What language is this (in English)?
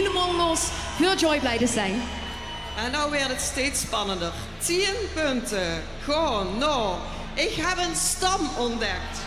Limburgish